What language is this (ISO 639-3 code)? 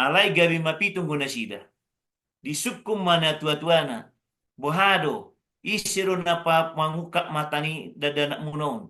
bbc